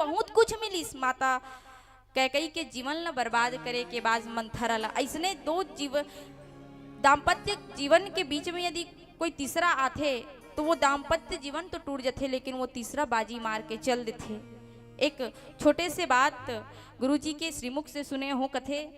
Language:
Chhattisgarhi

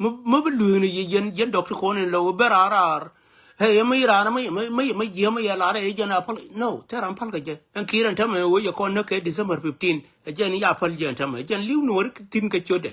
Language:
Nuer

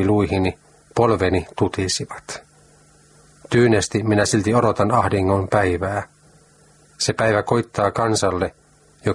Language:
Finnish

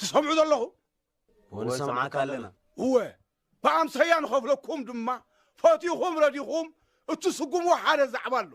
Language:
Tigrinya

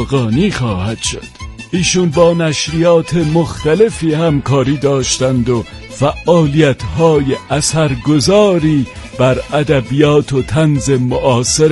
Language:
Persian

